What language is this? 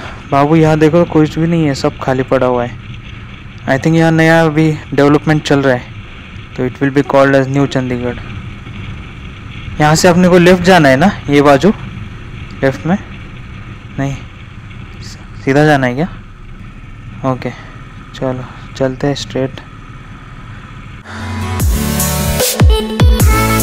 Hindi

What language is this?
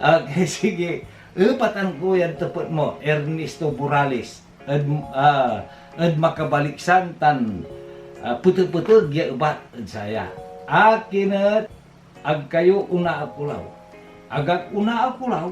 Pangasinan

